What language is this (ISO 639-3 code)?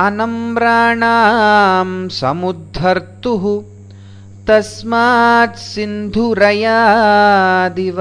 san